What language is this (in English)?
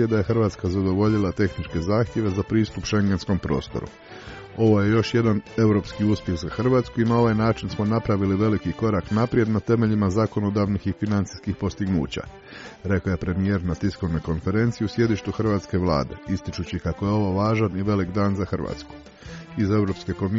Croatian